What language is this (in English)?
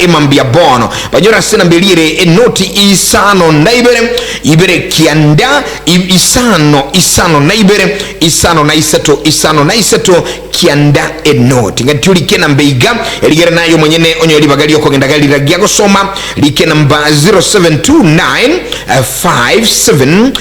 Gusii